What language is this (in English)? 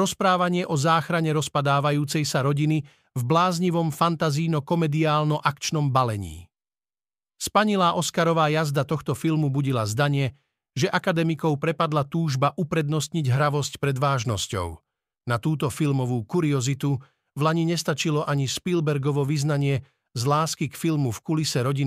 Slovak